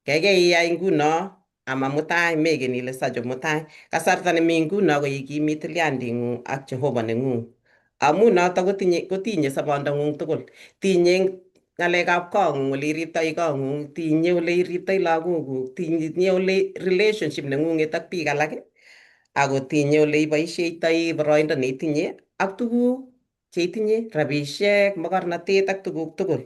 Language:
Kalenjin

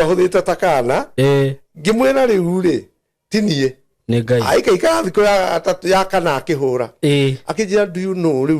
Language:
Kikuyu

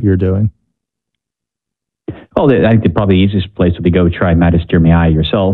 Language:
English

